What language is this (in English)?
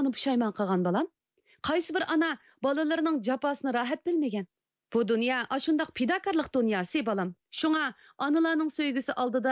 Uyghur